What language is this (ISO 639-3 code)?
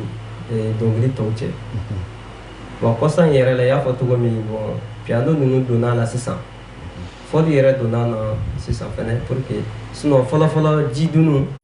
bam